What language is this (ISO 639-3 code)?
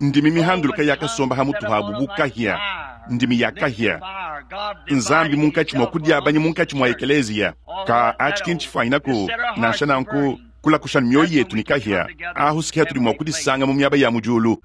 lua